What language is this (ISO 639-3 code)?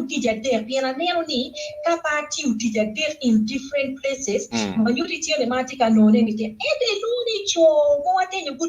ach